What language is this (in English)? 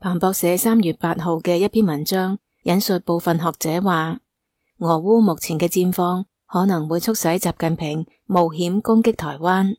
Cantonese